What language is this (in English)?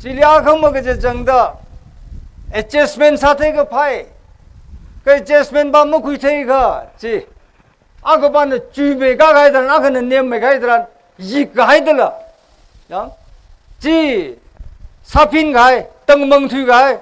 Tangkhul Naga (India)